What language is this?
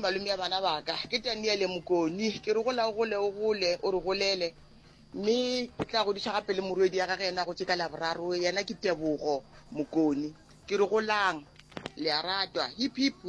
Northern Sotho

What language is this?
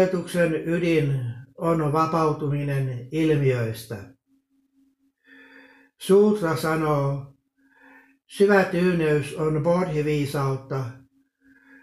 Finnish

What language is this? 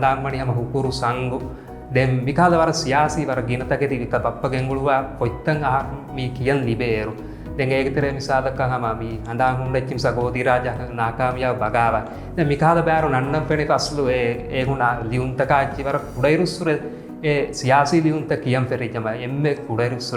Divehi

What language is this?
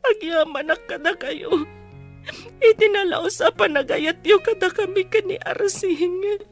Iloko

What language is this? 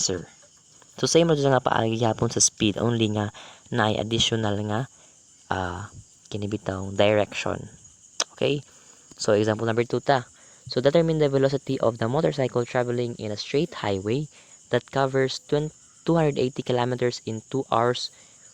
Cebuano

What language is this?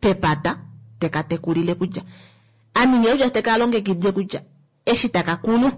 Kuanyama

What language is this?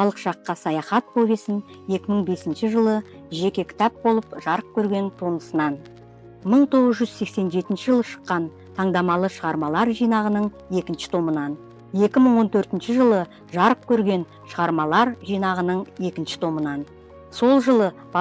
Kazakh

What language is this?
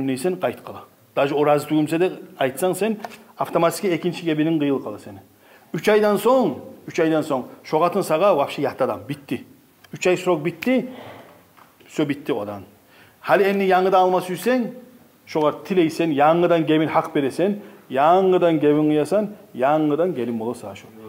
Kumyk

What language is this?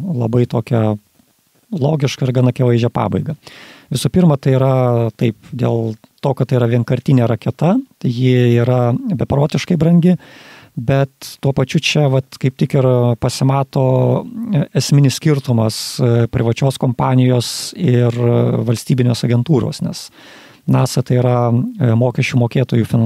Lithuanian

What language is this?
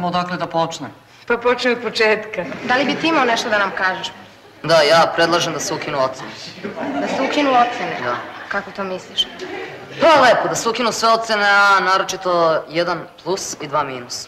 Serbian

